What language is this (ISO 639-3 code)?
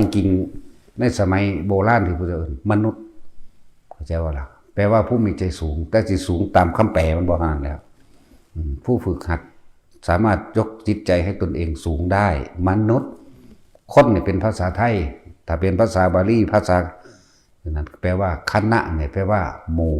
tts